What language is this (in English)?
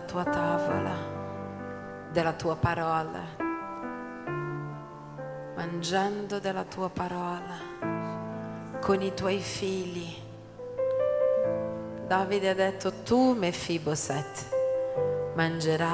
Italian